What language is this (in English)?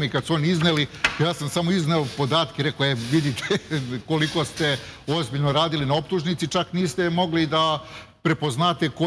Serbian